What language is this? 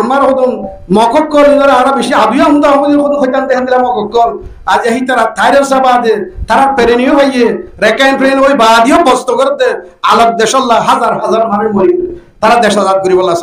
Rohingya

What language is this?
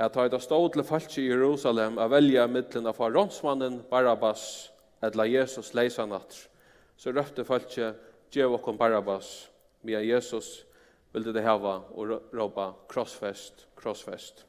Faroese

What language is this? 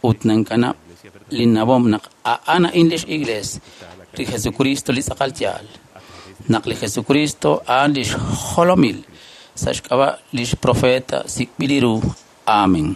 Kekchí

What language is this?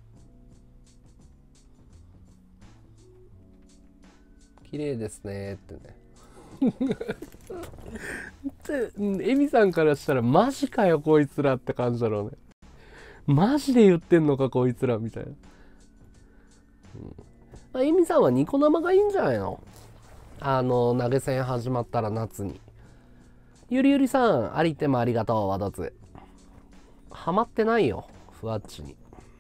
Japanese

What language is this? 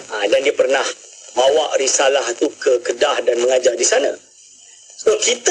Malay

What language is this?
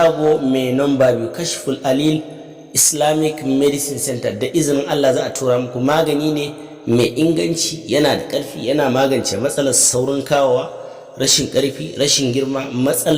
Hausa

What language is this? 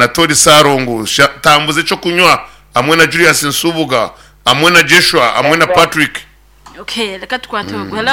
Nyankole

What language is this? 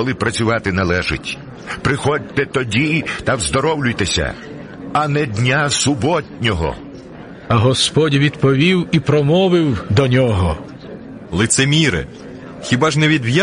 Ukrainian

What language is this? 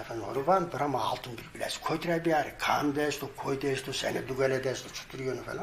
Zaza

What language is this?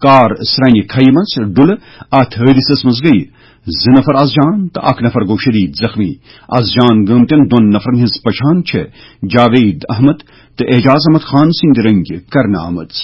Kashmiri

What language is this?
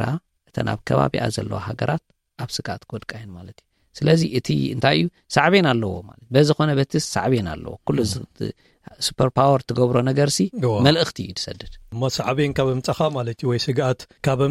Tigrinya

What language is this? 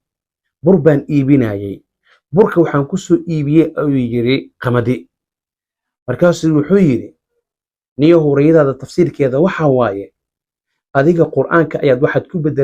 Somali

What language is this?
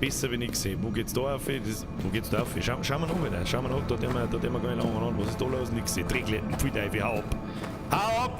Bavarian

